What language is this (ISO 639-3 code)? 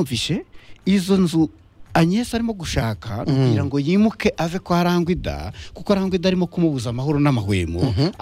kin